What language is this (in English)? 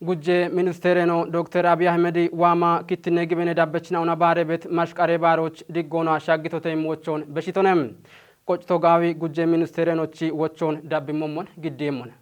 Kafa